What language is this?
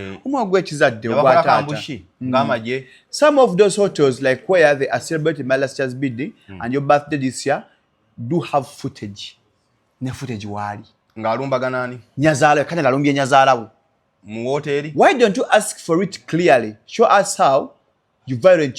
Ganda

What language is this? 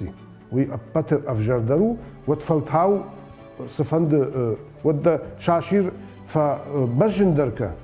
Ossetic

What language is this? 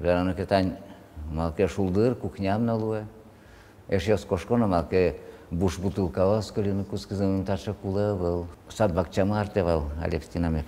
Udmurt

